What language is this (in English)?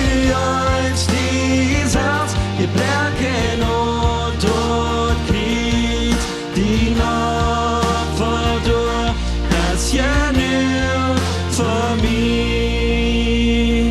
Plautdietsch